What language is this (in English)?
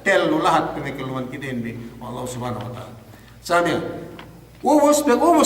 Yakan